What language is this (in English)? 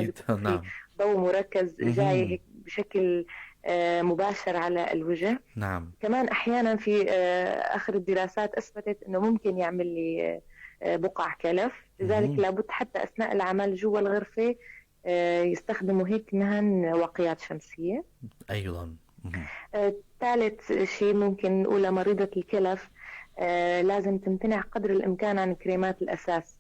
North Levantine Arabic